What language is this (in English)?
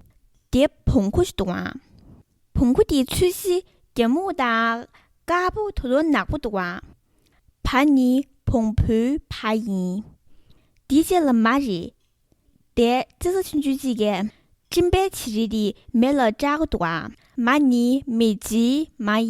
Tibetan